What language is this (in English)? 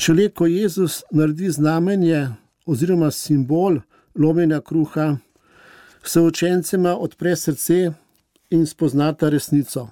Slovenian